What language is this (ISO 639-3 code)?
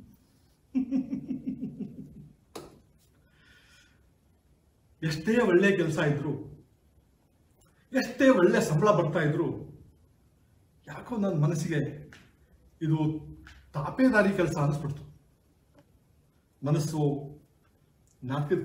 kan